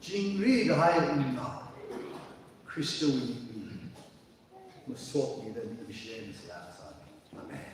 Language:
Tangkhul Naga (India)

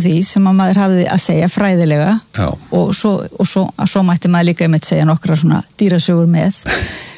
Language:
Icelandic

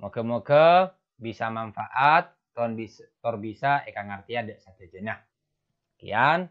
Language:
Madurese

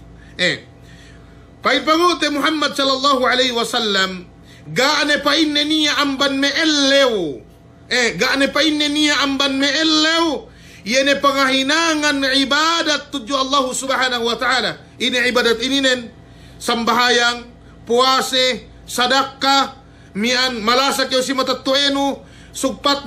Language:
Yakan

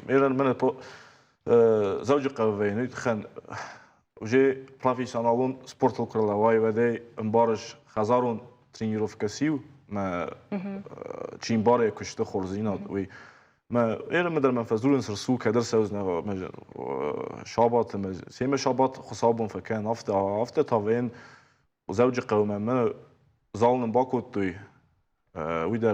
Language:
Ossetic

